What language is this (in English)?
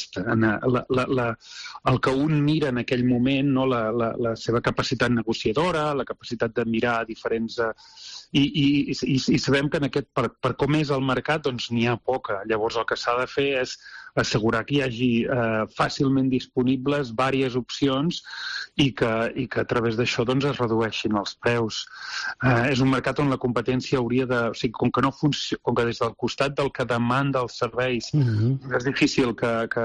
Catalan